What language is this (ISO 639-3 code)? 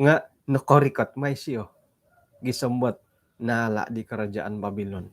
dtp